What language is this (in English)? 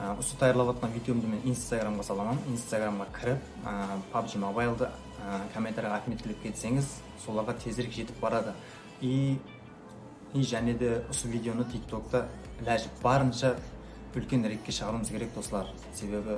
Kara-Kalpak